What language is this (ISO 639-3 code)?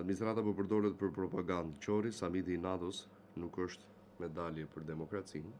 sqi